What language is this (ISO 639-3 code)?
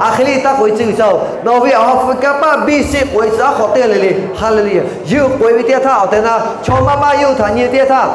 lhu